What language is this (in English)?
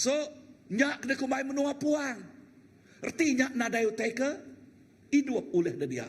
Iban